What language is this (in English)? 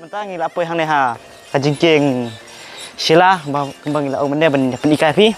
Khasi